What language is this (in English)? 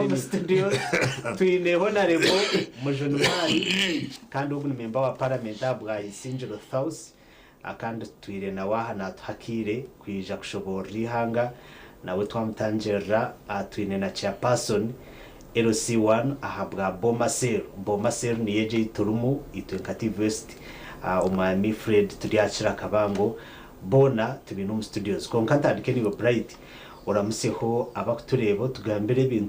Nyankole